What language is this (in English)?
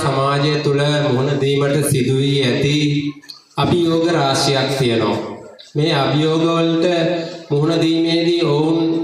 Sinhala